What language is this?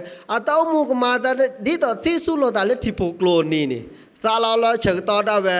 S'gaw Karen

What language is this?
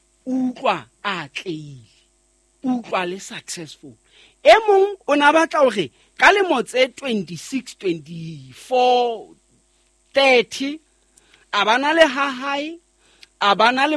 Southern Sotho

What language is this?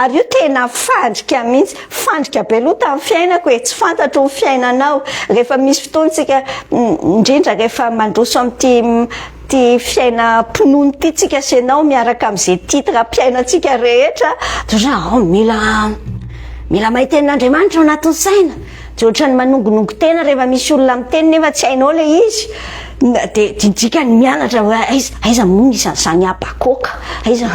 Malagasy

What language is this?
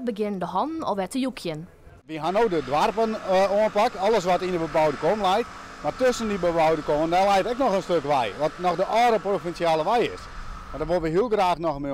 Western Frisian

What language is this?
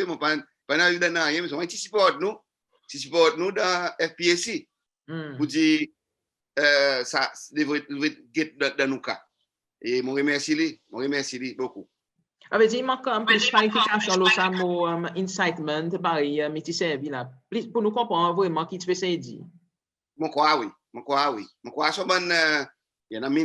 Seselwa Creole French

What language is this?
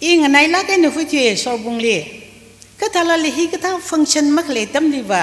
Tangkhul Naga (India)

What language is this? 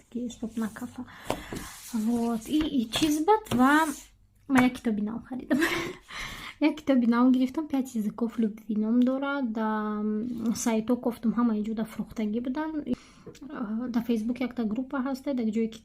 Tajik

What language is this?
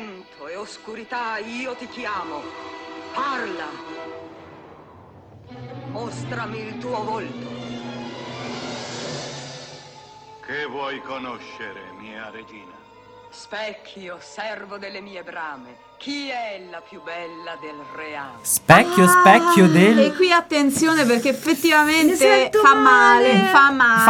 Italian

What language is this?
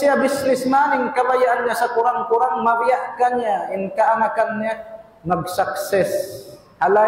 Tausug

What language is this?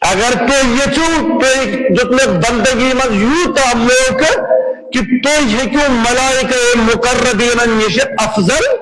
Kashmiri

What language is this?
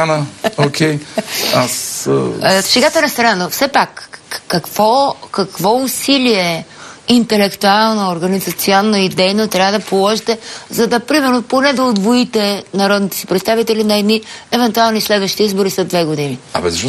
Bulgarian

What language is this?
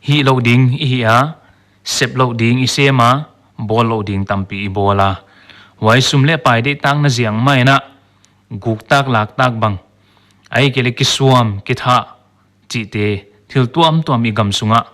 Paite Chin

